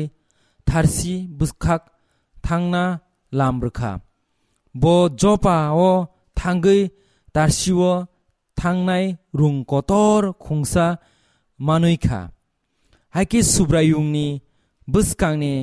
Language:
Kok Borok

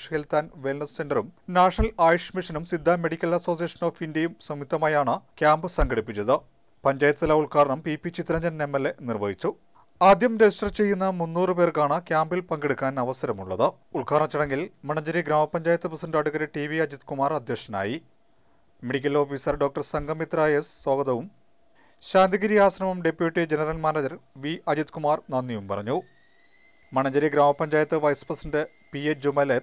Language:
Malayalam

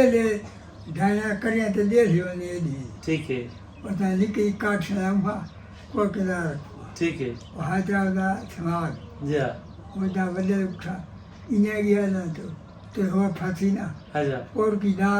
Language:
Saraiki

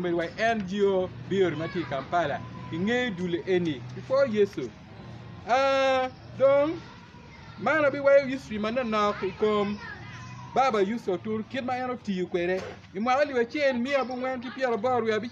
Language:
Acoli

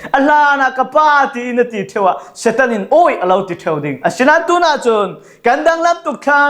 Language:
Falam Chin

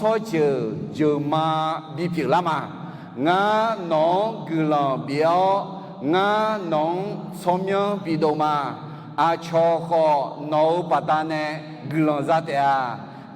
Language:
Akha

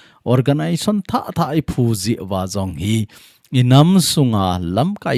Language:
Thado Chin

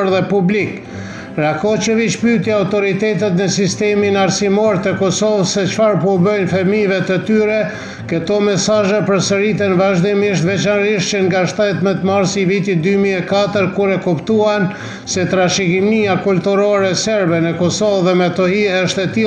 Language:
Albanian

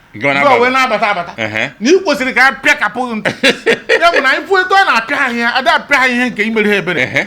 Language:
Igbo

